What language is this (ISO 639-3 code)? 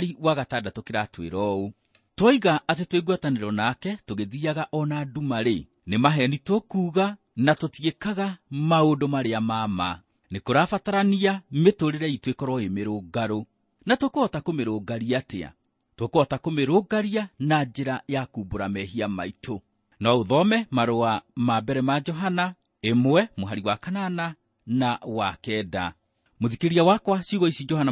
kik